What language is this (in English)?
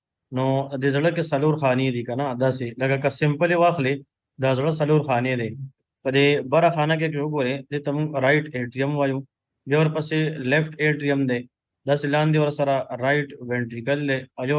Pashto